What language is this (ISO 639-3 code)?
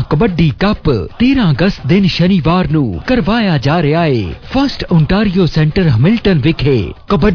pan